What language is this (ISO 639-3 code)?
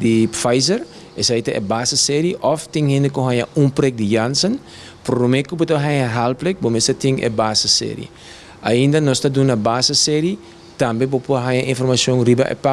pap